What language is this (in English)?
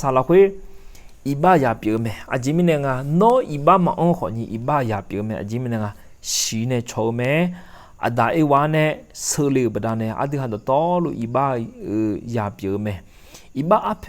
Akha